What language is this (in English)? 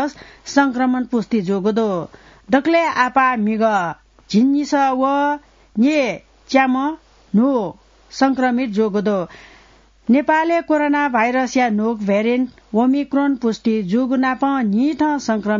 Newari